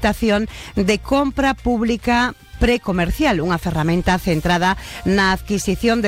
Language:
Galician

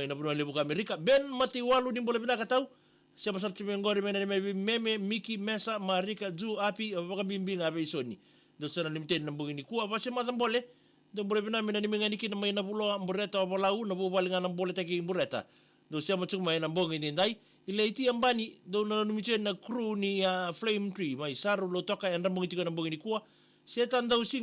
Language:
Fijian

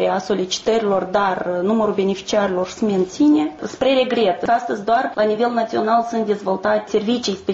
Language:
Romanian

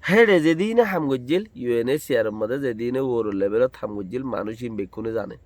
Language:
Rohingya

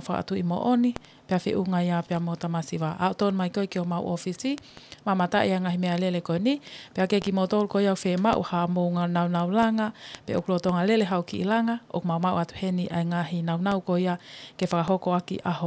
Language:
Tongan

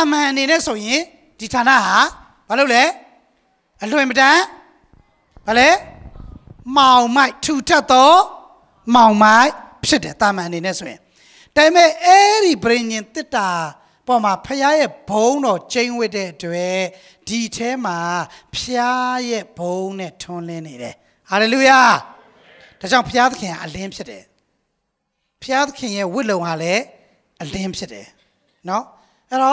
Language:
Burmese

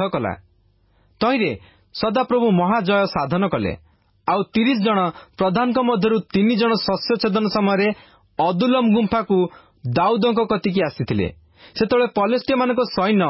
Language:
Odia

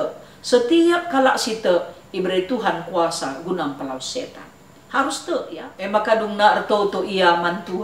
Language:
Batak Karo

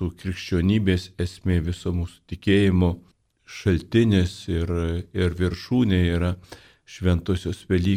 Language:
Lithuanian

